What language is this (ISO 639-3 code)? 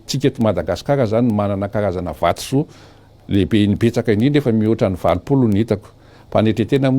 mlg